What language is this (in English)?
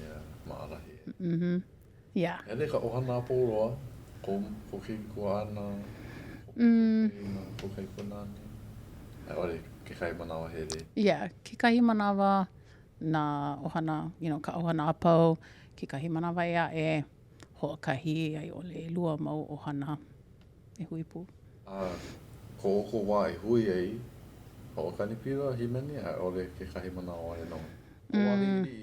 Hawaiian